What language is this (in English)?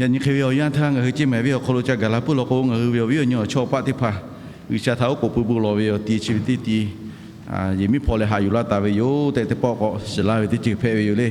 Lahu